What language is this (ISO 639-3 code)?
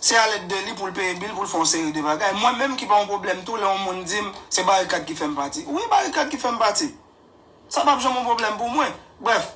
hat